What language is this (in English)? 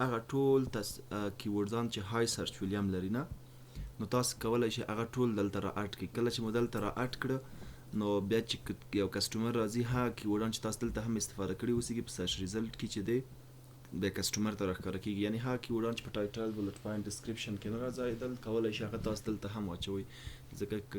Pashto